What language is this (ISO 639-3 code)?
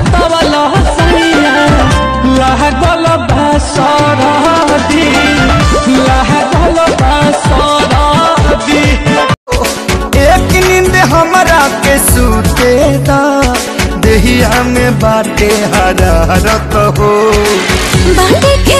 bho